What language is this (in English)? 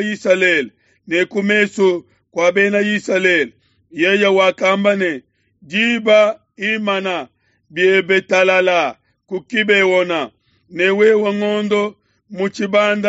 Luba-Lulua